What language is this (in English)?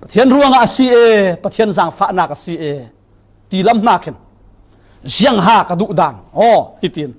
Falam Chin